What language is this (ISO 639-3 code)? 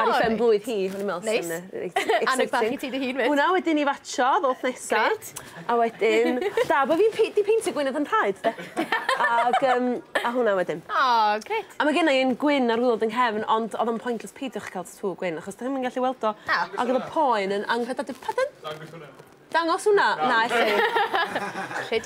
cym